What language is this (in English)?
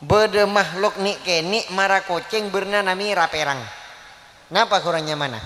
Madurese